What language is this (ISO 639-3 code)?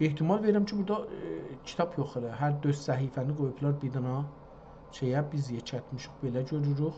azb